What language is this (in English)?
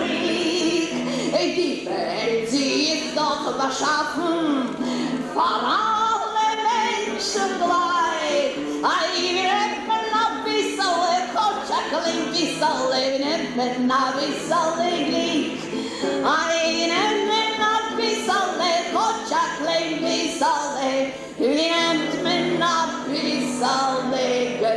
Yiddish